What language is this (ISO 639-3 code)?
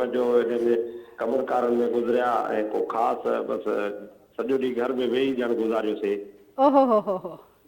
snd